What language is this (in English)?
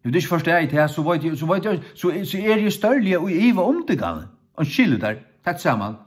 Faroese